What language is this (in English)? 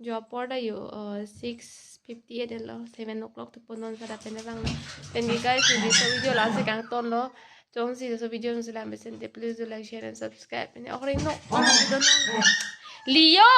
Karbi